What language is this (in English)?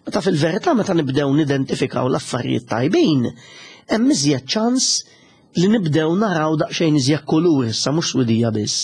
Maltese